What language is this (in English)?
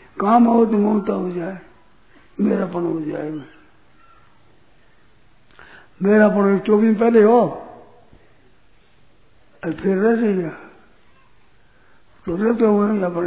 Hindi